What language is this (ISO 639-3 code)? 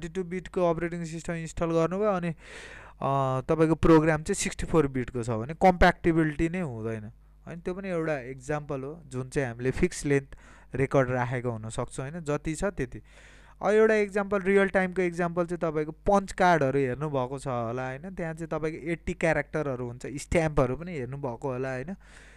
nep